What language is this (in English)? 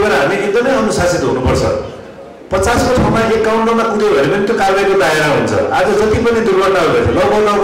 Nepali